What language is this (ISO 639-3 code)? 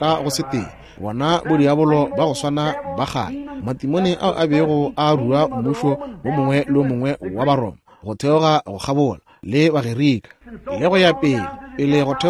nso